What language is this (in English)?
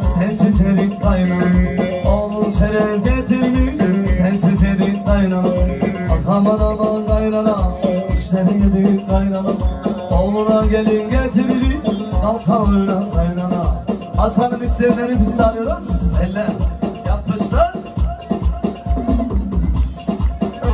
Turkish